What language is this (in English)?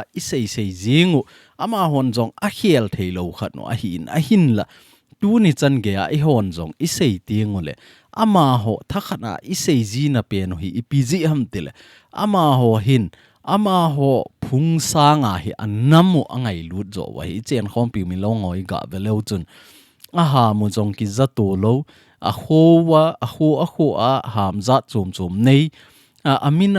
Thado Chin